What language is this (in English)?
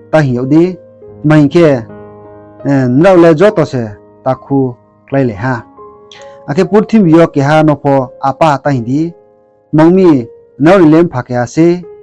Riang (India)